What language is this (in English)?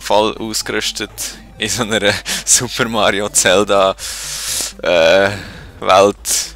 Swiss German